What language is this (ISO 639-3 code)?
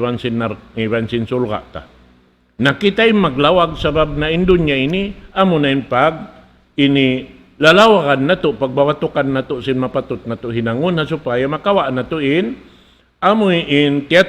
tsg